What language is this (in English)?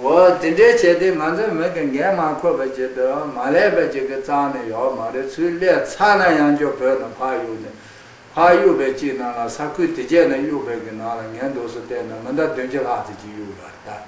Tibetan